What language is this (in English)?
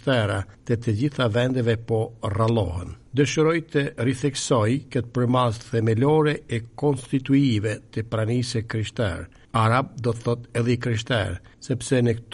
Albanian